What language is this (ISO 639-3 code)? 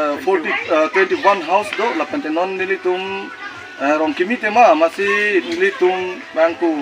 mjw